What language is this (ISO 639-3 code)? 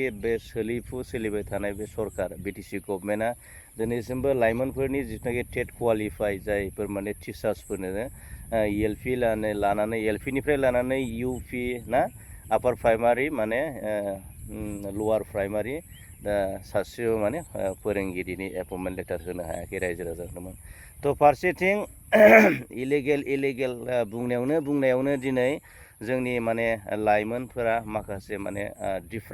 brx